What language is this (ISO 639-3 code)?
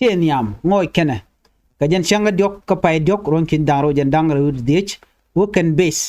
nus